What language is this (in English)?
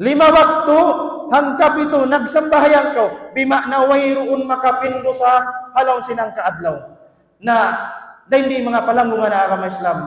Tausug